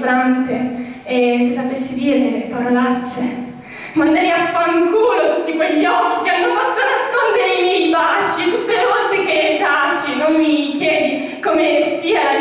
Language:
Italian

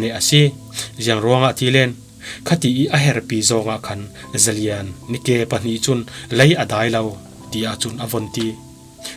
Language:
Falam Chin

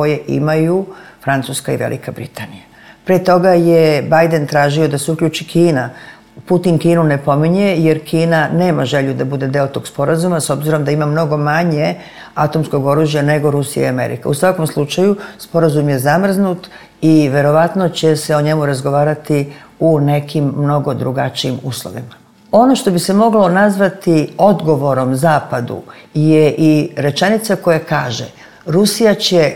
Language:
Serbian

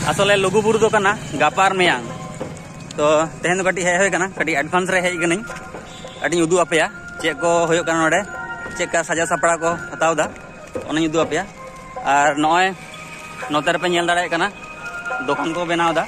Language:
Santali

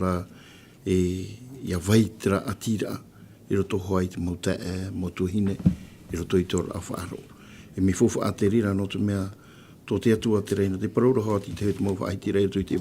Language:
Tahitian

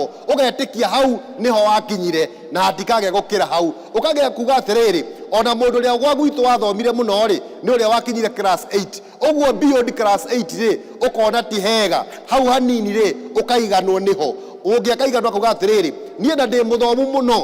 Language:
Kikuyu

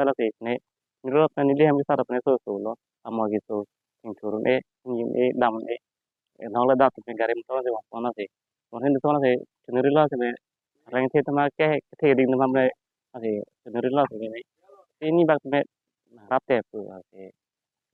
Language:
Karbi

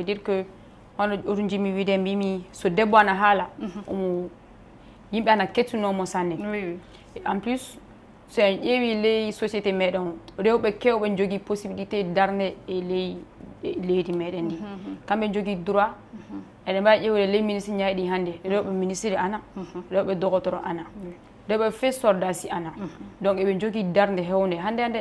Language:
Fula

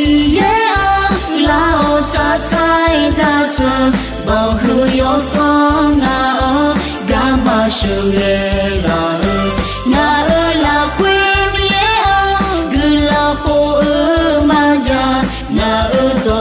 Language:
Akha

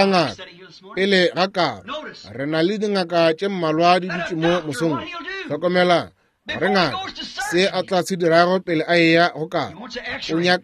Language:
Northern Sotho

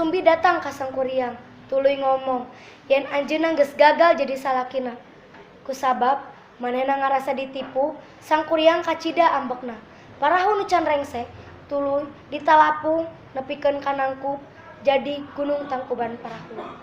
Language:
Sundanese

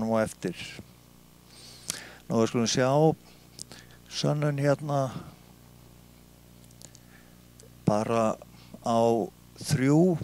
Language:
Icelandic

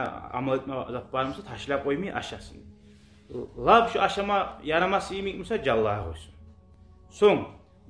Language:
Kumyk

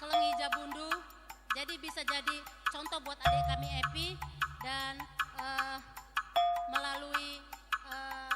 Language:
Batak Karo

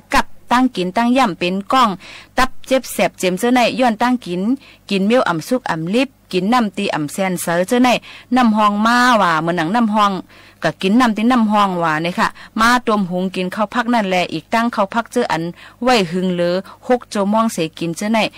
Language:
Shan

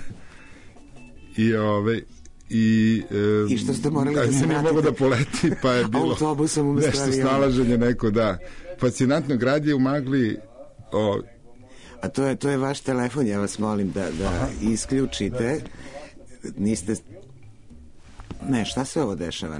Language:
Serbian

